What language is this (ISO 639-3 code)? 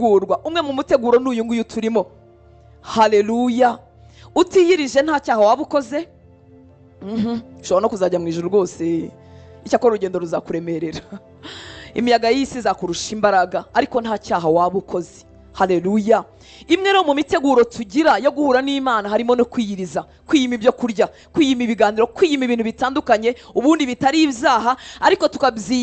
kin